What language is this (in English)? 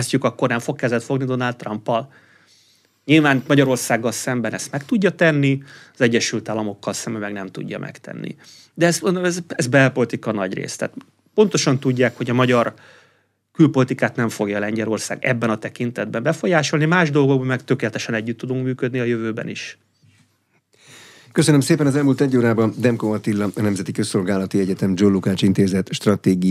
Hungarian